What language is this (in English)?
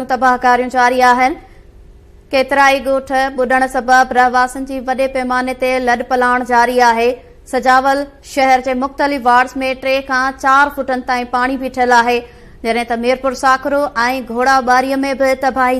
Sindhi